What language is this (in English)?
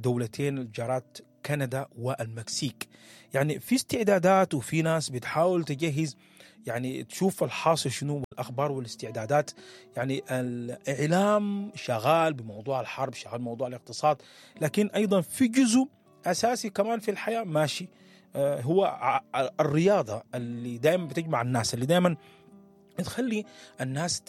Sudanese Arabic